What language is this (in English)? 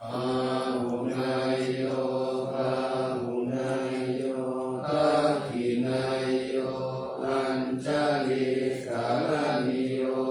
Pali